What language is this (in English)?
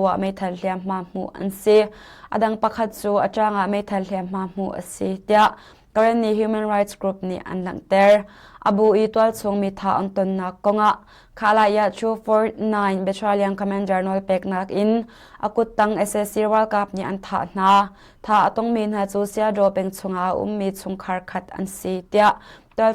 Hakha Chin